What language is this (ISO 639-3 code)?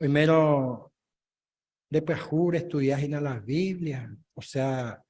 grn